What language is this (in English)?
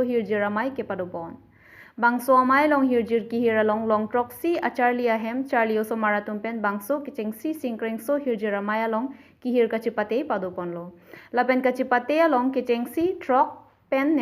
Karbi